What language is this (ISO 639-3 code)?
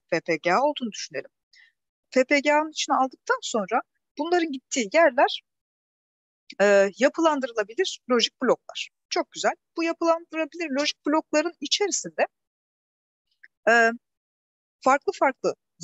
tur